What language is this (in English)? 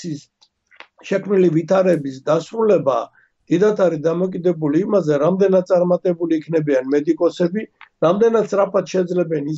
Georgian